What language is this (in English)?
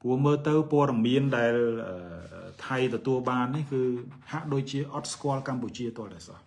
Khmer